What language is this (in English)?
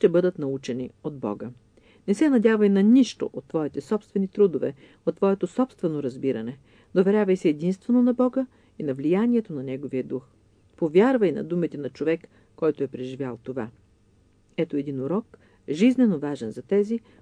Bulgarian